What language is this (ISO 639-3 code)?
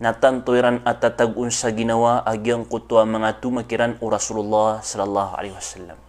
mrw